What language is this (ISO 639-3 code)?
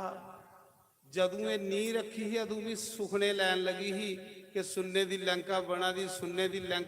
doi